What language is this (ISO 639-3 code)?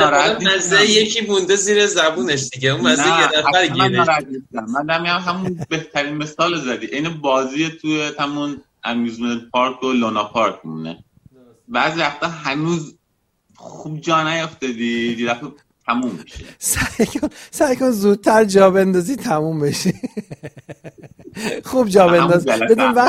fas